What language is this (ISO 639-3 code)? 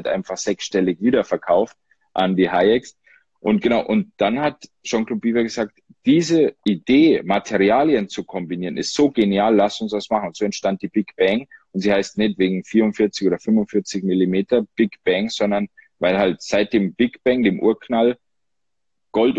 deu